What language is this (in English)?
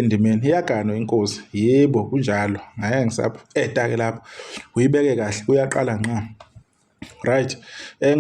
Zulu